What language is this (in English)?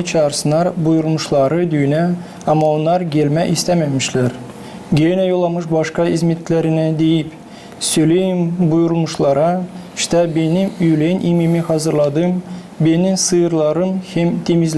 Gagauz